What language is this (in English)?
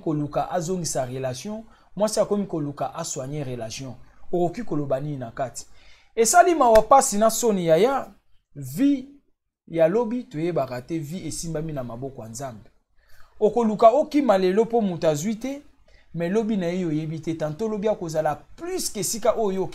Lingala